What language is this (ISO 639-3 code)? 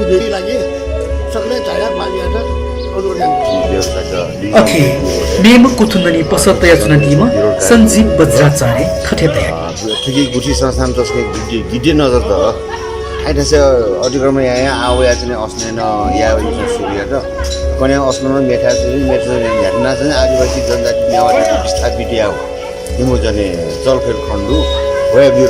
new